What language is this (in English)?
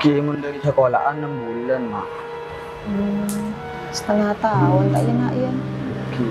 Madurese